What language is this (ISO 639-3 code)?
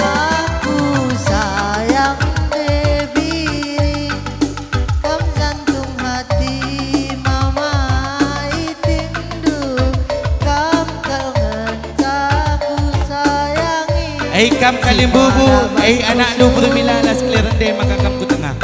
btx